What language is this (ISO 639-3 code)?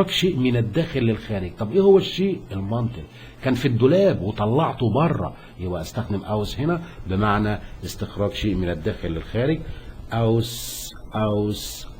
arz